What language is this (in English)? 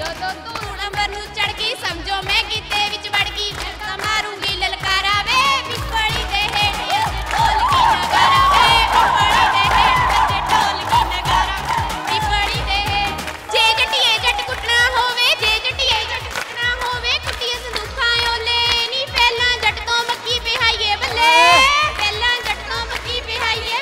Punjabi